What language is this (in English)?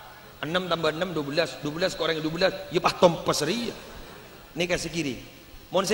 Madurese